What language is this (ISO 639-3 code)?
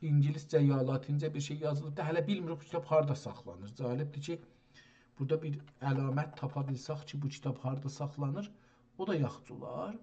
azb